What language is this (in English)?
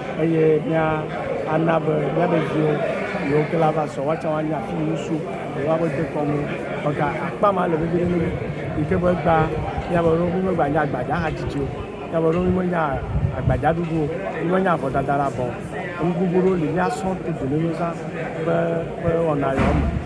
Ewe